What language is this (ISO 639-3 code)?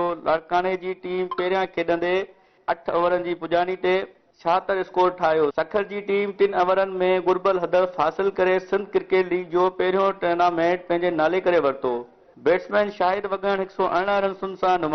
snd